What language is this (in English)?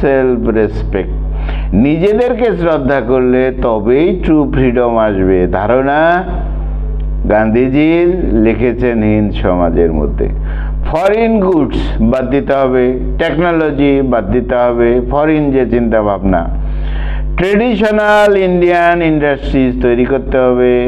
Bangla